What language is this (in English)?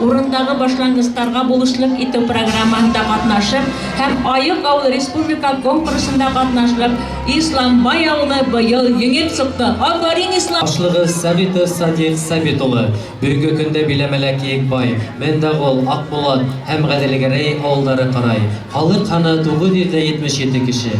Bashkir